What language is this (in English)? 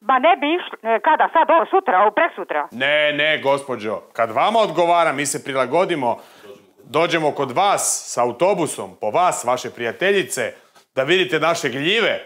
Croatian